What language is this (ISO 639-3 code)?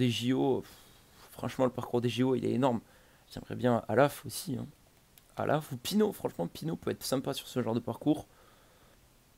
fra